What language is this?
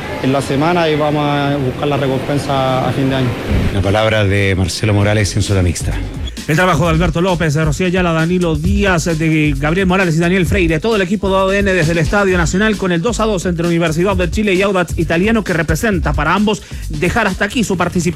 Spanish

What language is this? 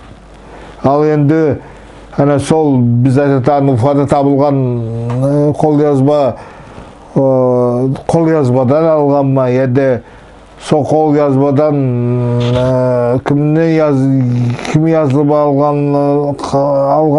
Nogai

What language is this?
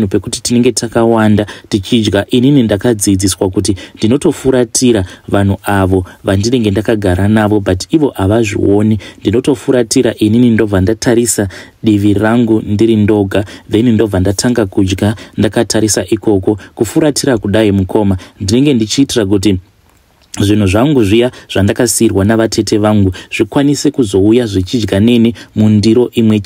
Shona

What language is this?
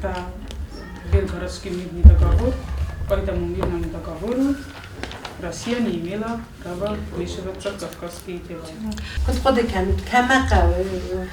Ossetic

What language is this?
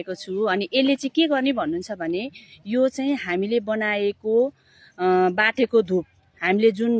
Nepali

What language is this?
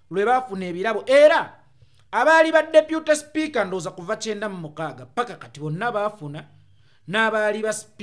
Ganda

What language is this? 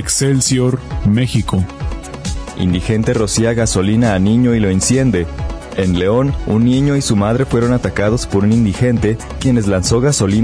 Spanish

